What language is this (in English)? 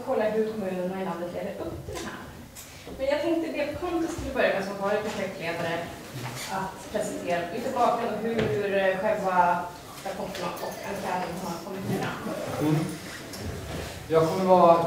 Swedish